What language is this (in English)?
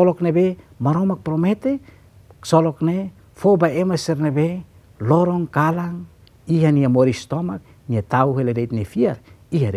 Tetum